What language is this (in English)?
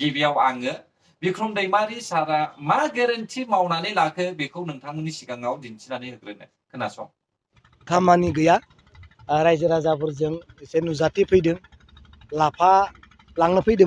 Bodo